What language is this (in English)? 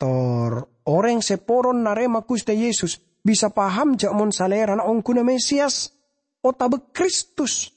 Madurese